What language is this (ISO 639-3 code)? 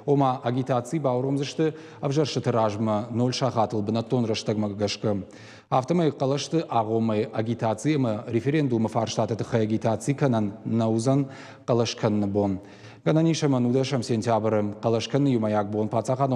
oss